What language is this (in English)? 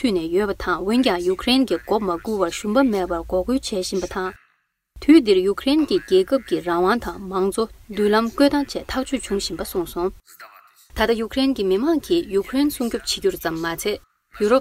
Tibetan